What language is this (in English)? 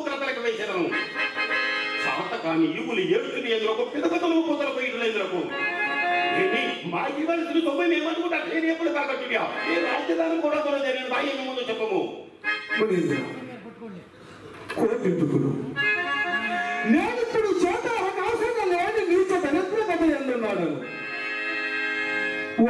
Telugu